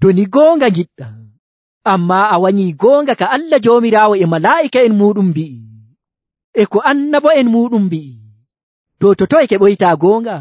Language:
Nigerian Fulfulde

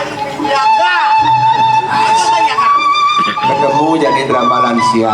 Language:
Balinese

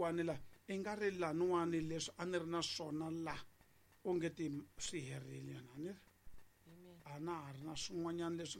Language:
Tsonga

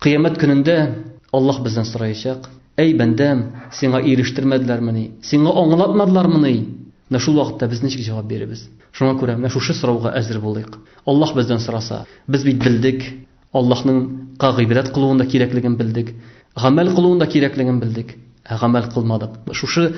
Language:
Tatar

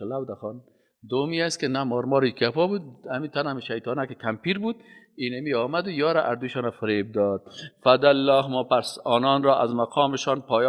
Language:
Persian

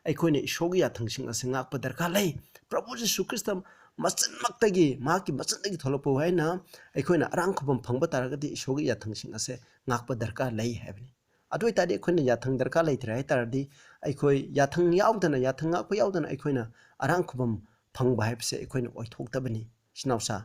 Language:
Manipuri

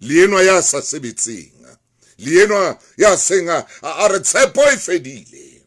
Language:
Southern Sotho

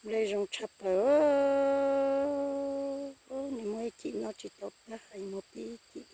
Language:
Hmong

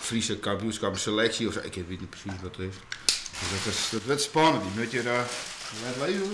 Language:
Western Frisian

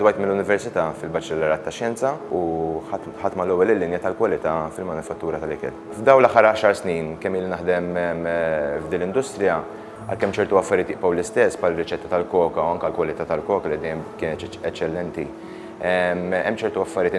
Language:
Maltese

